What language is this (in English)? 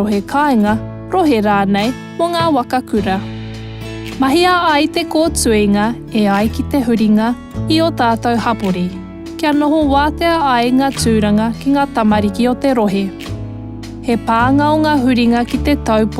Māori